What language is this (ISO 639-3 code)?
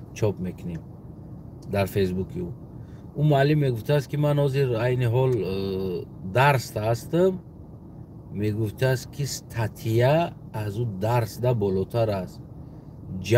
tgk